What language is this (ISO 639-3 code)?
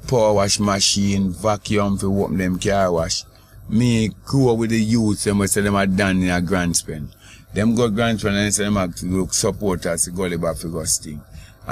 jam